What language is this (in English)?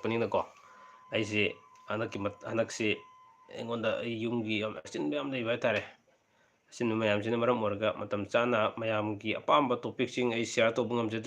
Manipuri